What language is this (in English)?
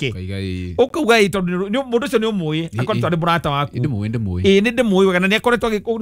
Kikuyu